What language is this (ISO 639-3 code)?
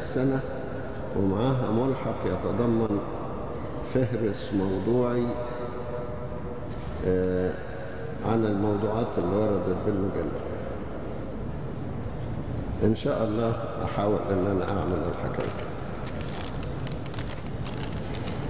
arz